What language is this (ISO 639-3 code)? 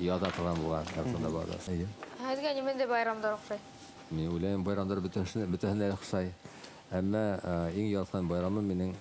bak